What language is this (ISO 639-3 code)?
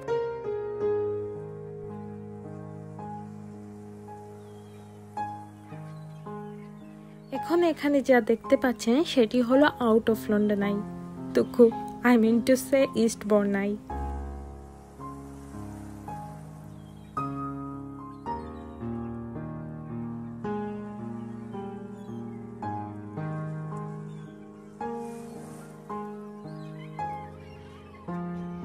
ben